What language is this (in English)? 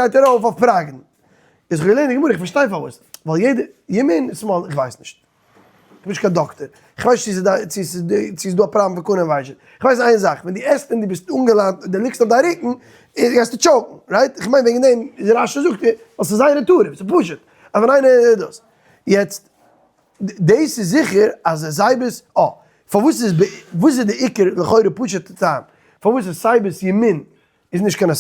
Yiddish